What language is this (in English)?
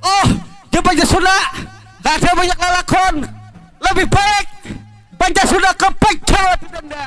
Banjar